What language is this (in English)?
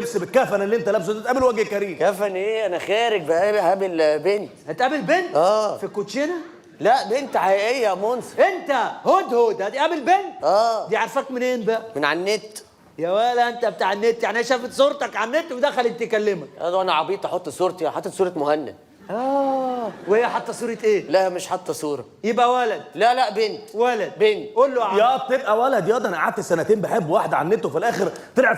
Egyptian Arabic